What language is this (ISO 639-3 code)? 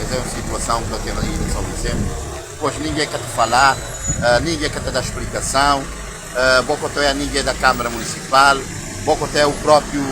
kea